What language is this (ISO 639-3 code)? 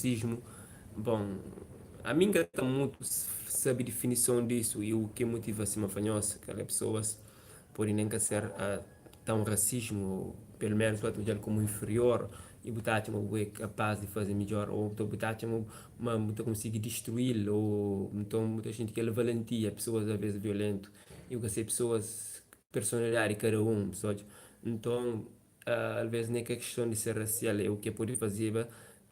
kea